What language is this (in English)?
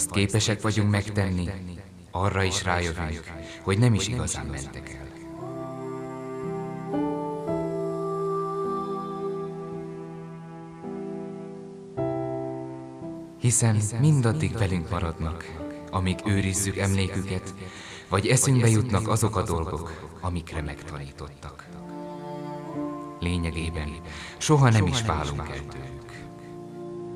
Hungarian